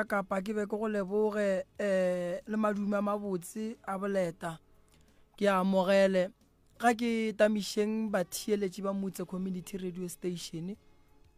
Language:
Northern Sotho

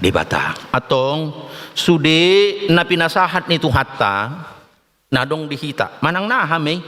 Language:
Batak Toba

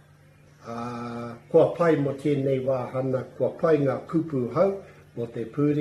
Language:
Māori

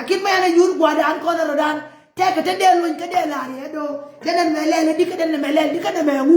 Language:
Nuer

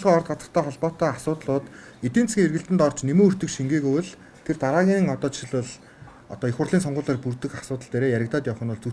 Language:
Mongolian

